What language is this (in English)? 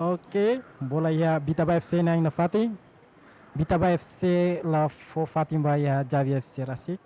Tetum